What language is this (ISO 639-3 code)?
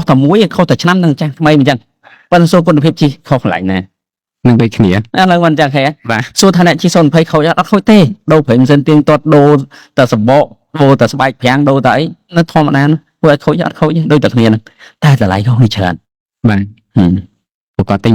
khm